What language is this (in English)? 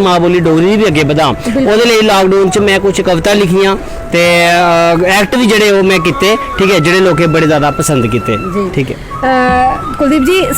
Dogri